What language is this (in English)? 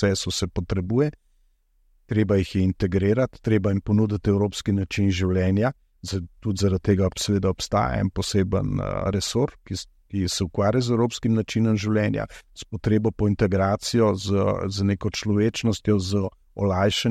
Slovenian